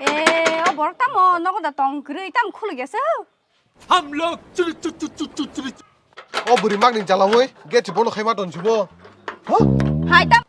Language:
Kok Borok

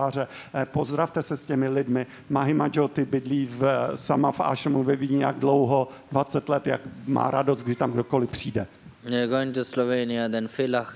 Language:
Czech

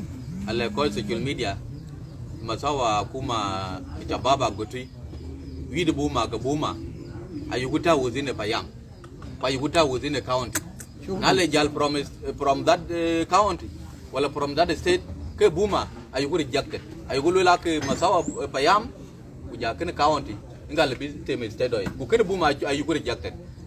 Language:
Dinka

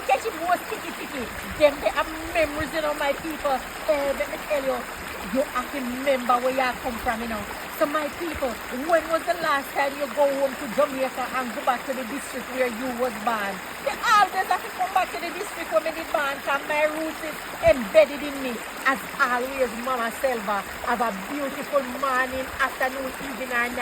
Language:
Jamaican Creole English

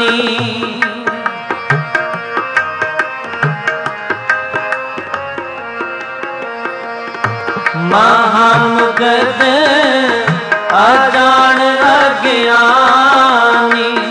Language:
Hindi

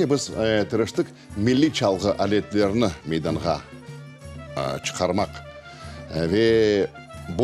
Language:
Crimean Tatar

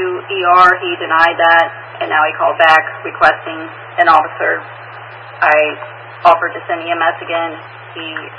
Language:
English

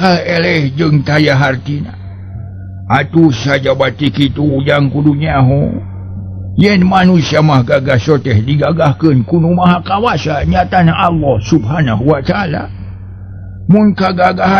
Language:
Sundanese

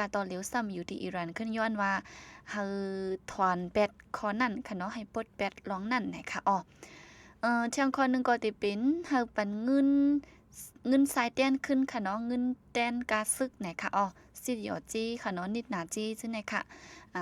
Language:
Shan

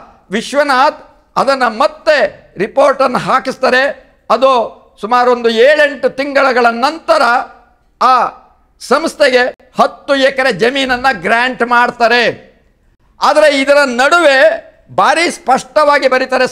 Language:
Kannada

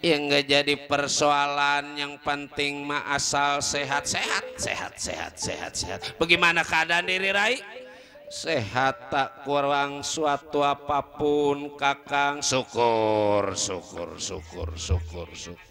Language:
Betawi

